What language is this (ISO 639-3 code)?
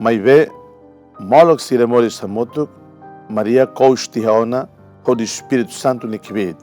tet